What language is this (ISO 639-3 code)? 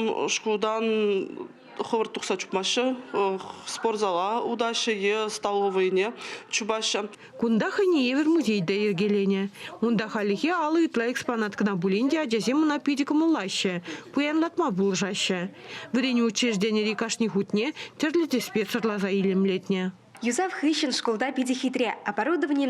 chv